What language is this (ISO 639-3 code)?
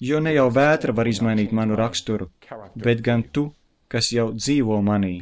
lav